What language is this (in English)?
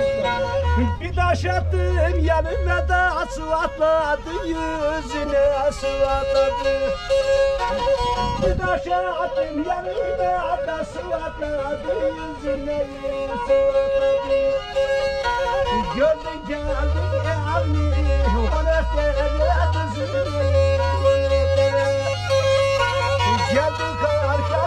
Turkish